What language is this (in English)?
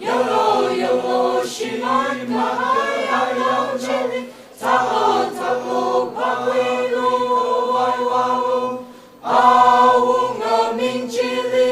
Tangkhul Naga (India)